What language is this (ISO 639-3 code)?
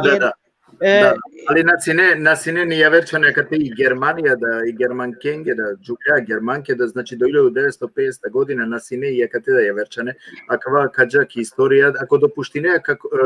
rmn